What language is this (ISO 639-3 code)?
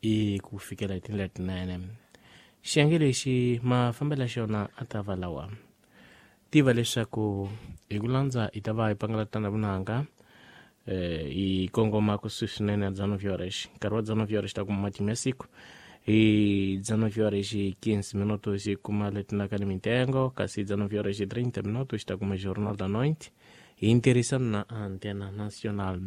tso